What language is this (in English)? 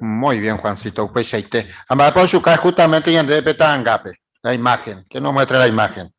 Guarani